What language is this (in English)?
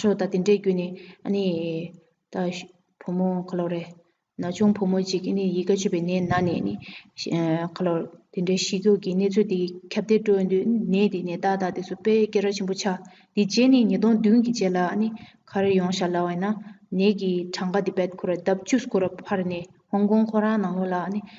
Tibetan